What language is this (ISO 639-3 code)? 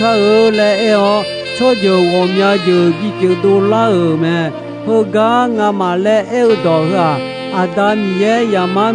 ahk